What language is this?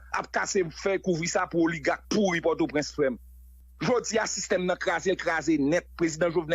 Haitian Creole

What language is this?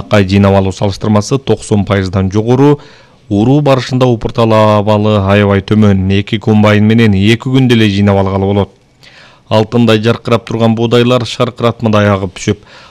Kyrgyz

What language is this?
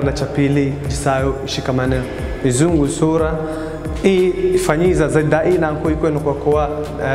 Swahili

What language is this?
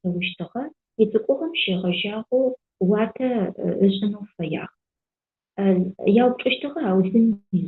Adyghe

